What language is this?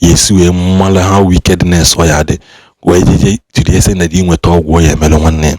Igbo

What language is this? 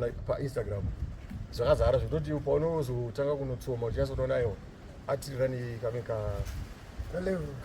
Shona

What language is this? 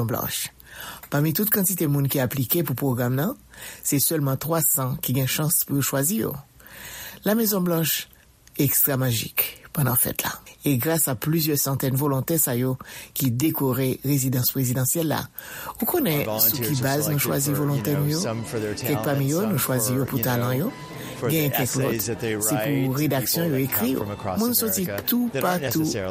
Haitian Creole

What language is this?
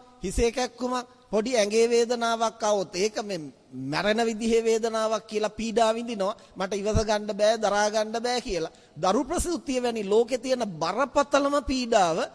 Sinhala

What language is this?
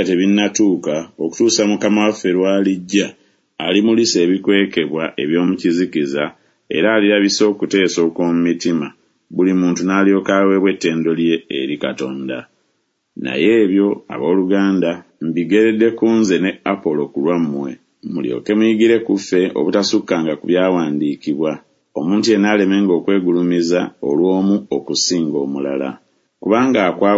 Ganda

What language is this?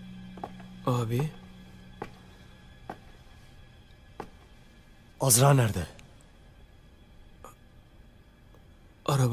Turkish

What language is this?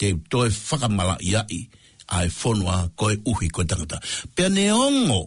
Tongan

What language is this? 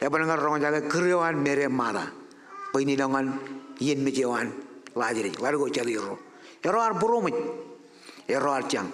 Marshallese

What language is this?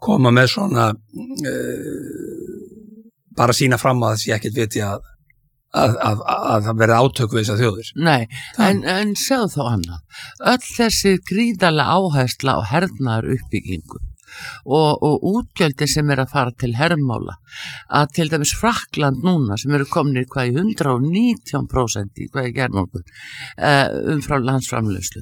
Icelandic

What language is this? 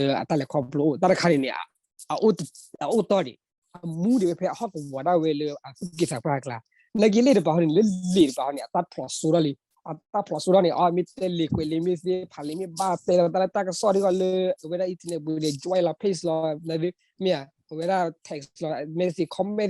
S'gaw Karen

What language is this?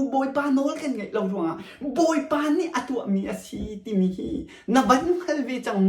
Hakha Chin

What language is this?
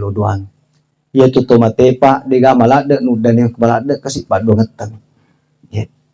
Buginese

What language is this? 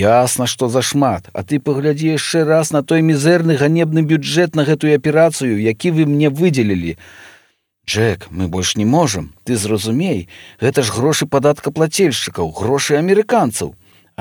Belarusian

